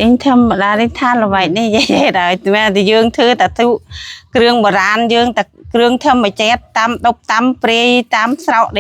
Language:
Khmer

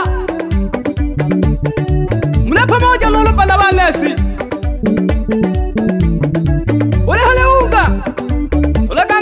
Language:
Swahili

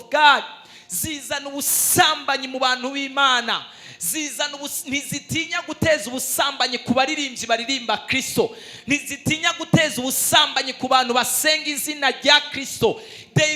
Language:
Rundi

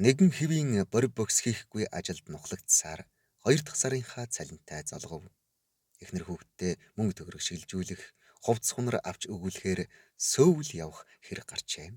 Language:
Mongolian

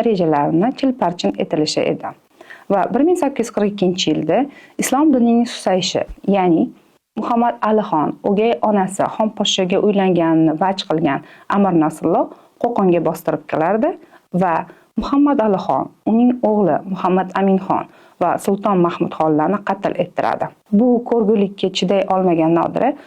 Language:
Uzbek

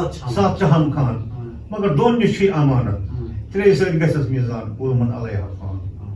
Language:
Kashmiri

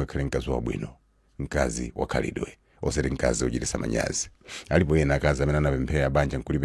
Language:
Nyanja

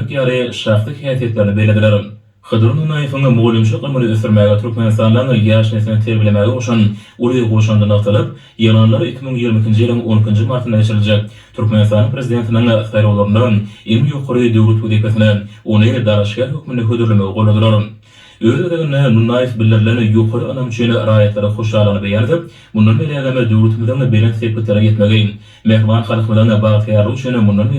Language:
Turkmen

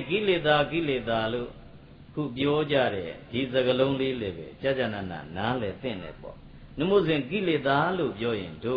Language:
Burmese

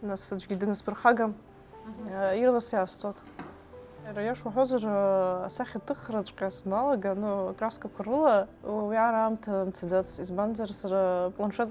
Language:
Abkhazian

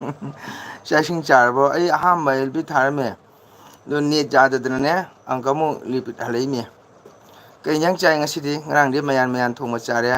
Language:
Manipuri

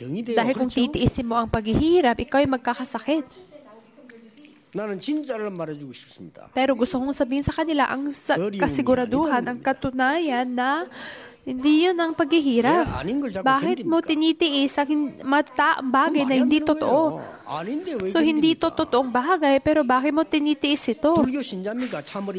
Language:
Filipino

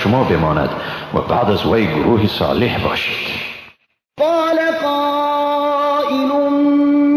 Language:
Persian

